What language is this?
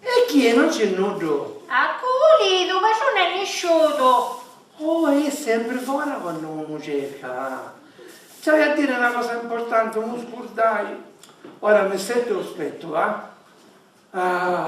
Sicilian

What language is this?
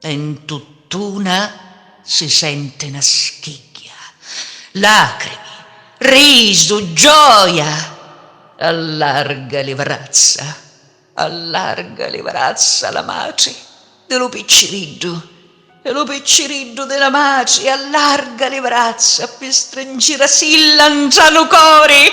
Sicilian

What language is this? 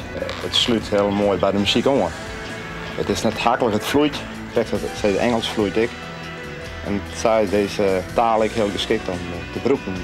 Western Frisian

